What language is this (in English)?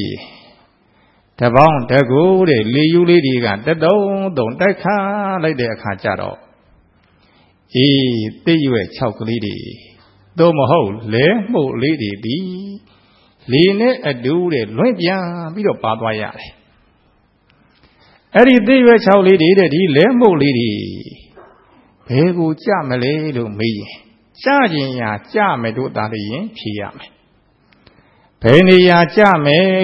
Burmese